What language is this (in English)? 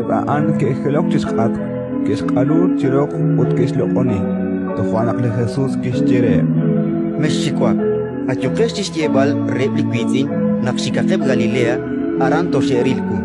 Kekchí